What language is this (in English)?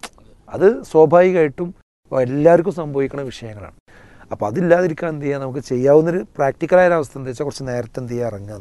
Malayalam